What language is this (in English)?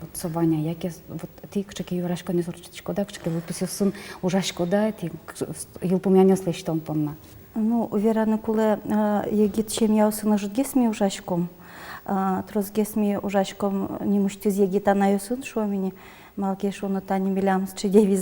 Udmurt